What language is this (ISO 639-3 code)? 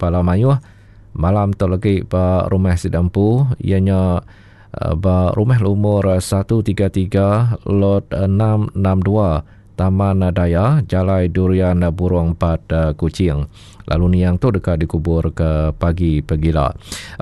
iba